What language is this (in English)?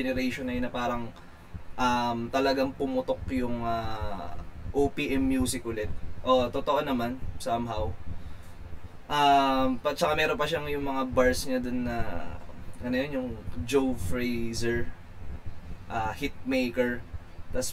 Filipino